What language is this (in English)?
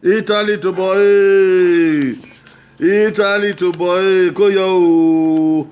Bini